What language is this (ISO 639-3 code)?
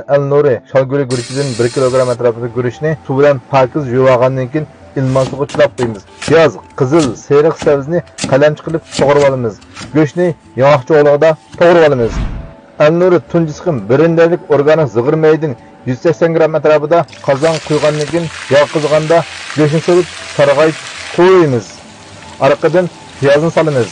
uig